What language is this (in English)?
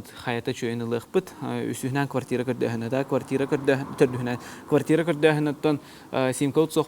Yakut